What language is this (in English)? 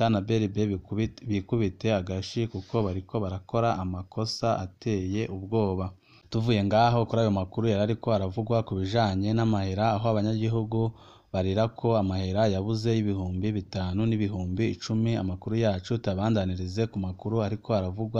Rundi